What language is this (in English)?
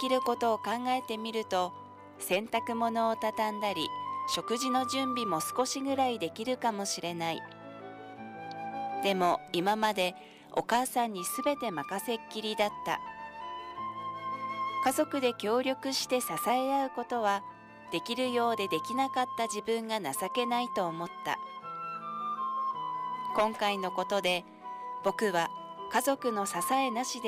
Japanese